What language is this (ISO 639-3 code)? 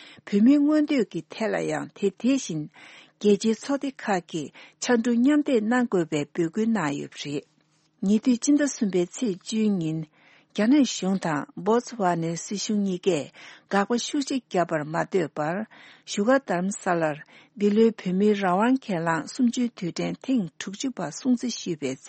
bod